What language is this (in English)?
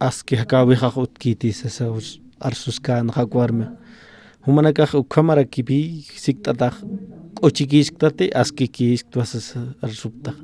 Aymara